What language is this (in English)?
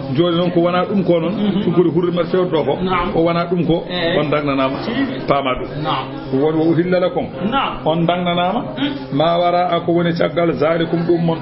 Fula